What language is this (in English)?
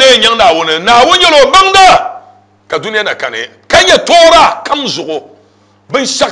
Dagbani